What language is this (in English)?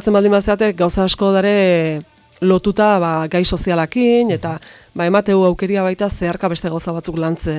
Basque